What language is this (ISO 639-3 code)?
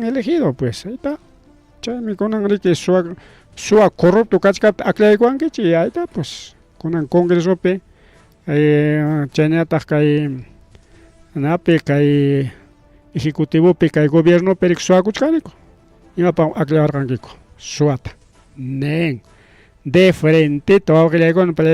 quy